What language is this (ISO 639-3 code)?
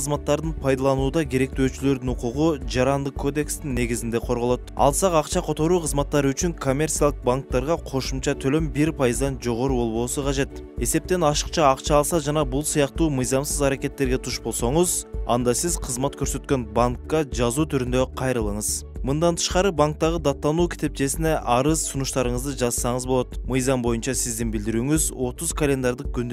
kir